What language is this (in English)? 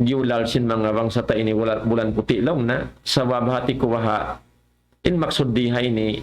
Tausug